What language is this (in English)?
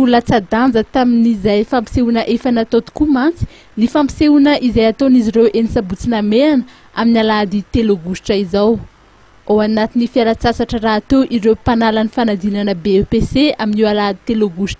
Malagasy